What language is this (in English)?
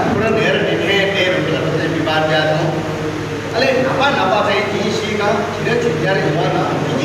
Newari